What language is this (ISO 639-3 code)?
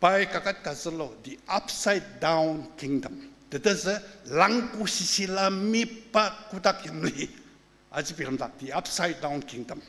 njo